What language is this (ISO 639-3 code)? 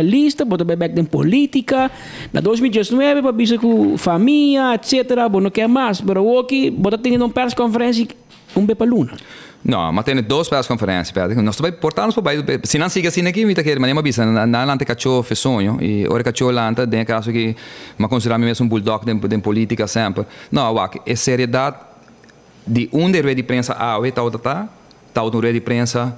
pap